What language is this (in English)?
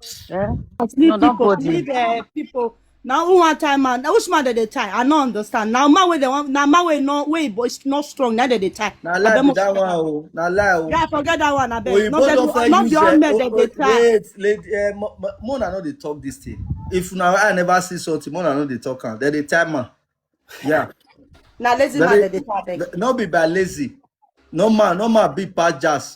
Nigerian Pidgin